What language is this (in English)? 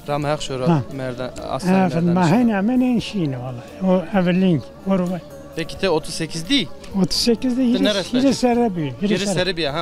Zaza